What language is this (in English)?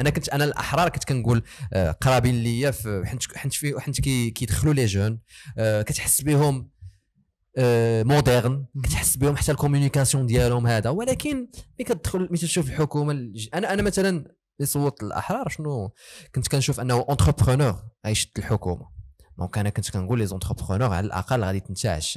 Moroccan Arabic